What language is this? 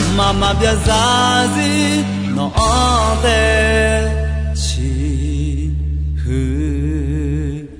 Akha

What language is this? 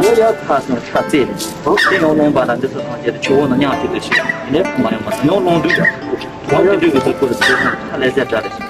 Tibetan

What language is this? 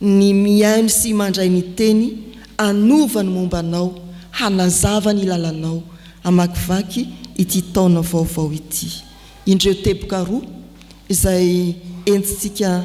Malagasy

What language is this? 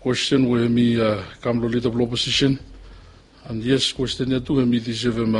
Bislama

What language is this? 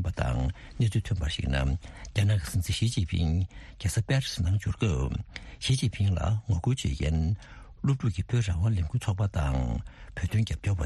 Tibetan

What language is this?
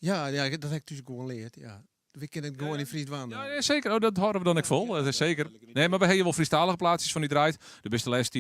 Western Frisian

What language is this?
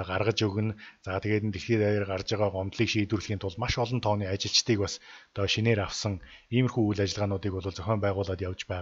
Mongolian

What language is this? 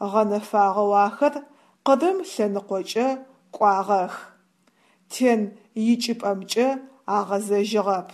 Adyghe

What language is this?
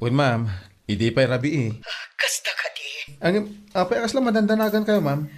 Iloko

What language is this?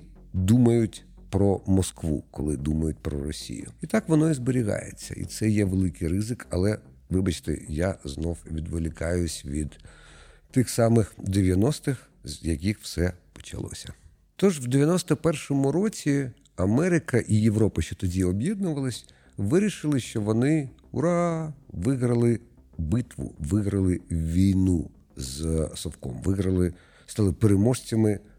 Ukrainian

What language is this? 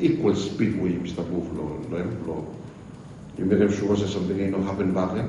Bislama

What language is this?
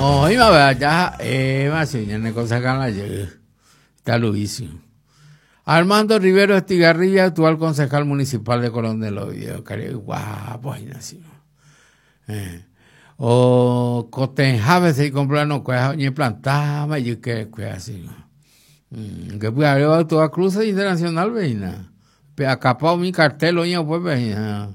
Guarani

